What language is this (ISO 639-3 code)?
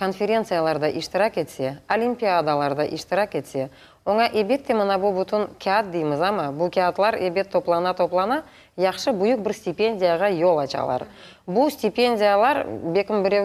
crh